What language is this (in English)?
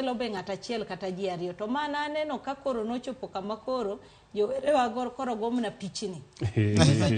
Luo (Kenya and Tanzania)